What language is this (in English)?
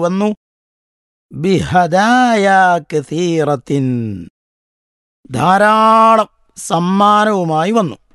Malayalam